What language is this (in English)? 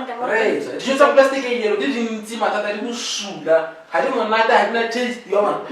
Tswana